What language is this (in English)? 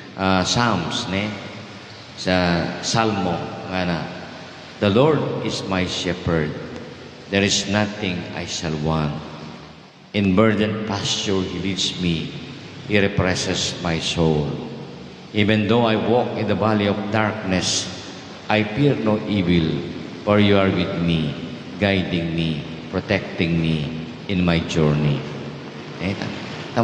Pampanga